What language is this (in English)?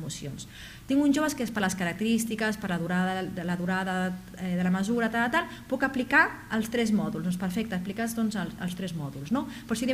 Catalan